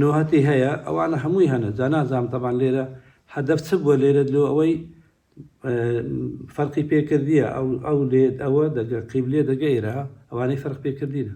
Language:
Central Kurdish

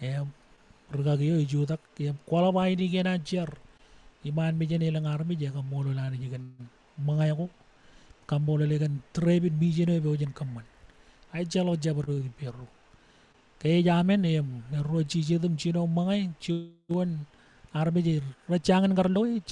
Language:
Marshallese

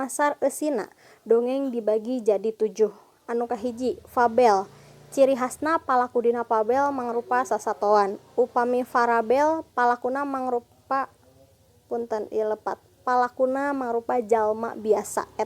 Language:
Sundanese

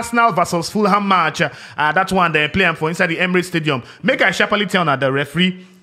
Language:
Nigerian Pidgin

